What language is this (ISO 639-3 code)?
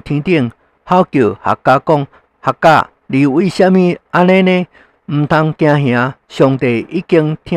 nan